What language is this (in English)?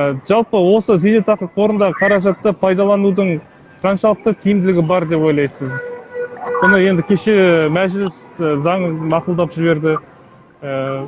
Kazakh